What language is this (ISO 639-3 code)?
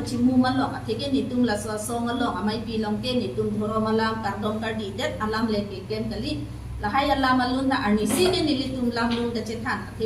mjw